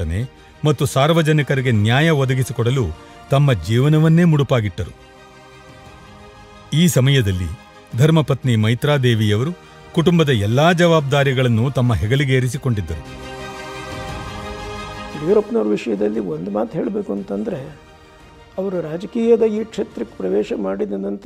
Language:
Kannada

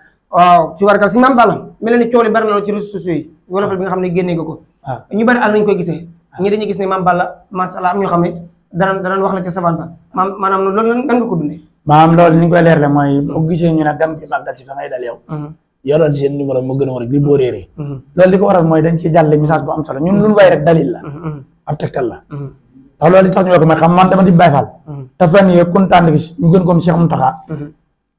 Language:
Wolof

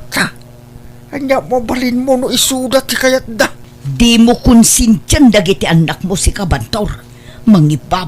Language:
Iloko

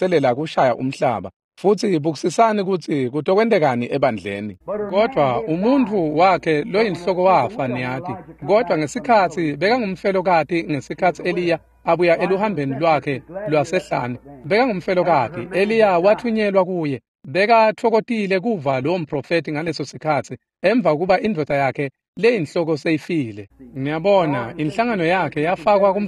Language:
Swati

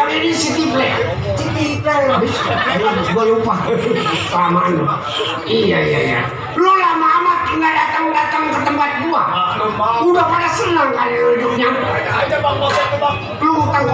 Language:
Betawi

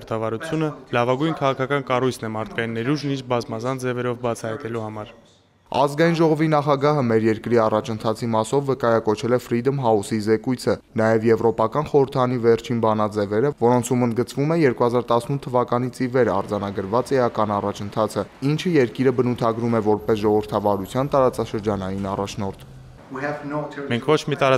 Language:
Armenian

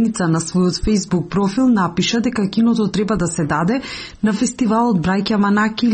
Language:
Macedonian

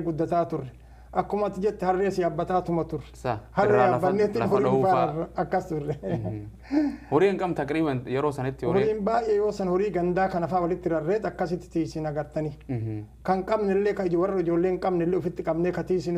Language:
Oromo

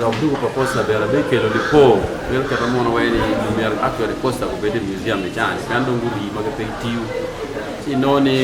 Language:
Acoli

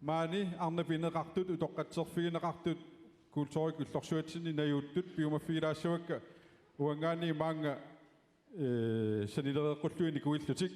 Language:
Kalaallisut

